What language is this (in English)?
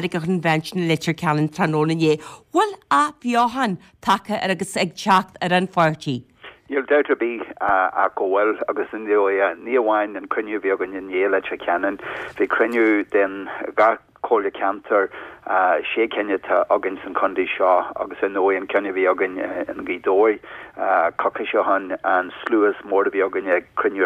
Irish